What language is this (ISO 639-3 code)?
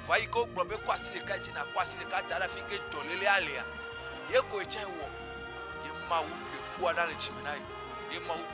ewe